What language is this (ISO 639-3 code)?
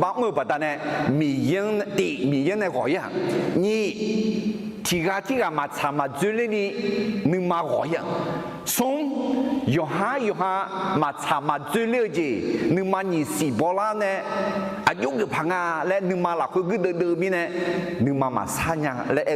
ahk